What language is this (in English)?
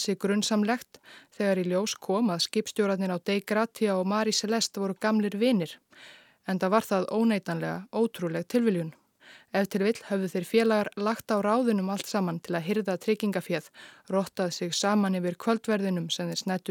Icelandic